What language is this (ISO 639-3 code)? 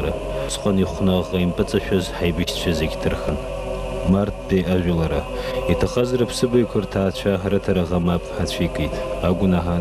abk